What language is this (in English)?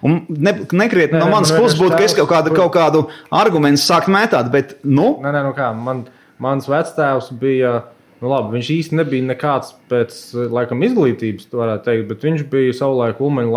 Latvian